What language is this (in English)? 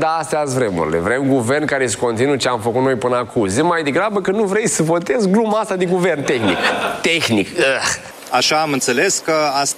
Romanian